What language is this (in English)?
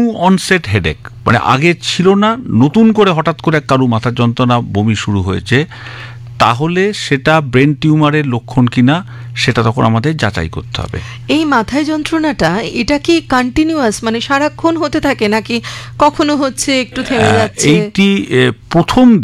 Bangla